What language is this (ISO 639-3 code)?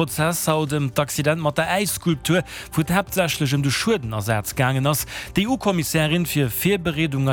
ltz